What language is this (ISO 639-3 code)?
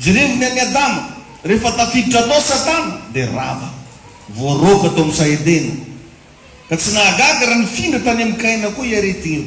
mlg